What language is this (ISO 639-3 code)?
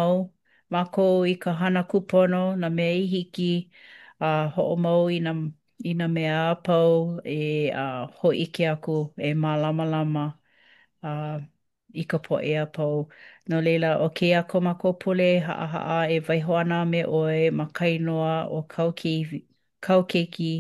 haw